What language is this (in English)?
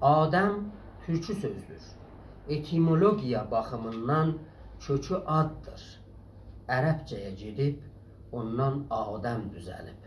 South Azerbaijani